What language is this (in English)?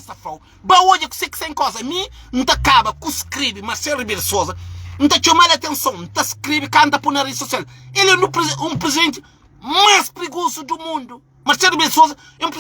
Kabuverdianu